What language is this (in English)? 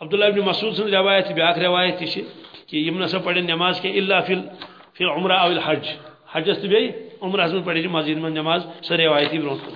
Kashmiri